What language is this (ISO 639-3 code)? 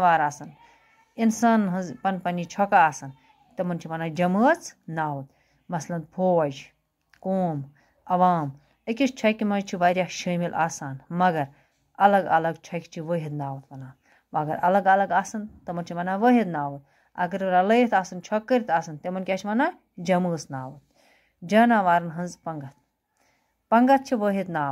kas